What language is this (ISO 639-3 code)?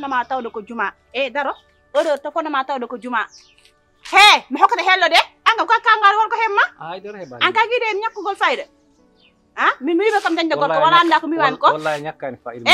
ful